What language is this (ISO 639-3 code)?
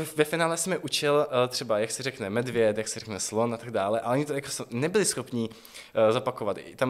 ces